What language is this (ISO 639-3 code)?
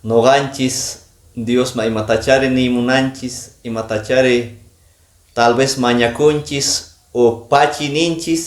que